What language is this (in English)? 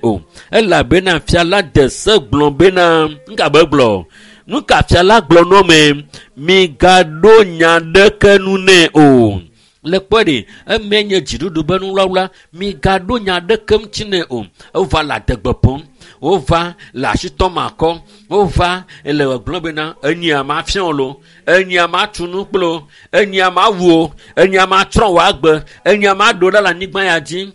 Ewe